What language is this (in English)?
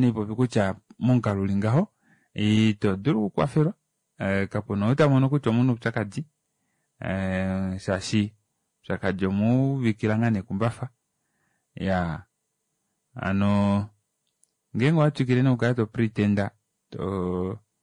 Kuanyama